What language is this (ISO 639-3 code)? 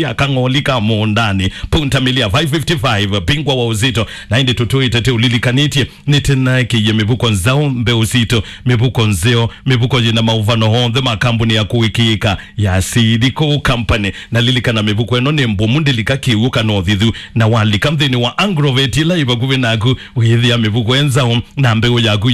kam